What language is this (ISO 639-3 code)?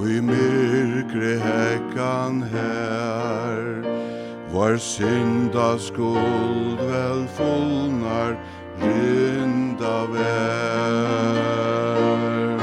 fao